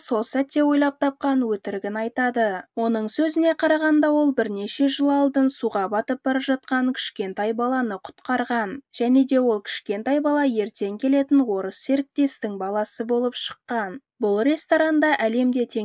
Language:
Kazakh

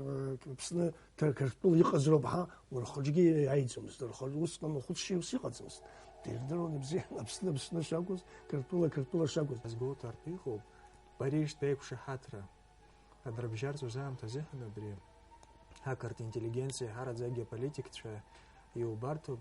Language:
Abkhazian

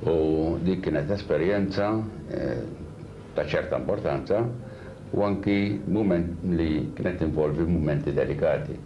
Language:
Maltese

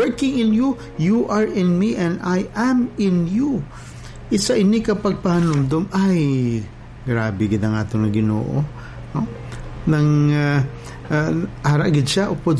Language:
Hiligaynon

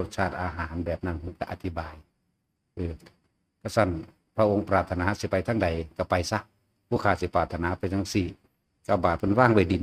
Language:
Northeastern Thai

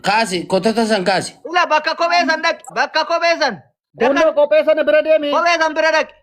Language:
Oromo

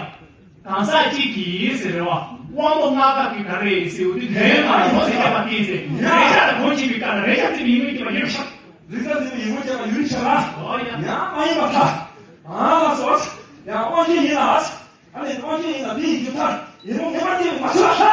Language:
Tibetan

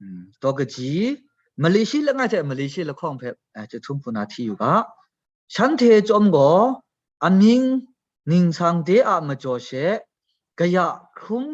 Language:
Kachin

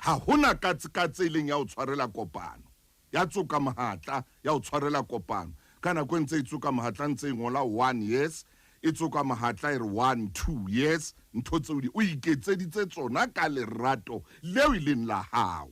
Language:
Southern Sotho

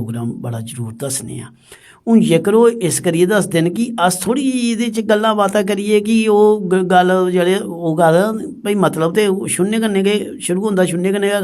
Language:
Dogri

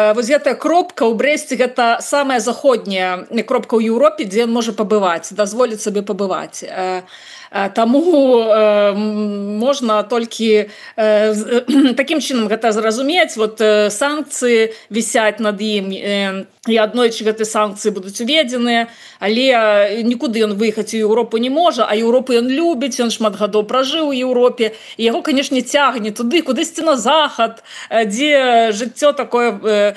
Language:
Belarusian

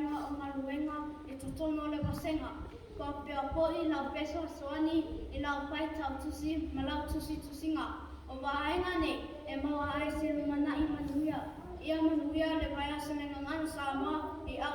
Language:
Samoan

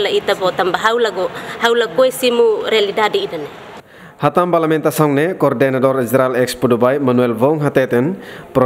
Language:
Tetum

